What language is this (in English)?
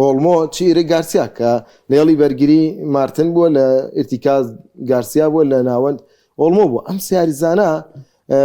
Central Kurdish